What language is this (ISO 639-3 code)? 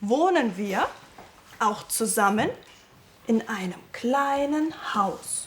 gsw